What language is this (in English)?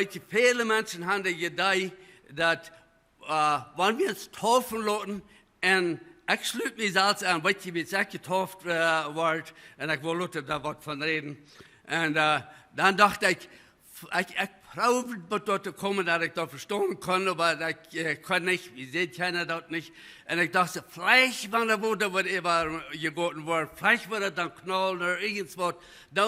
Plautdietsch